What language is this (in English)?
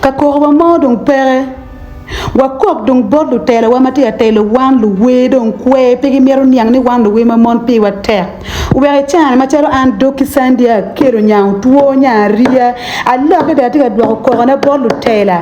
Acoli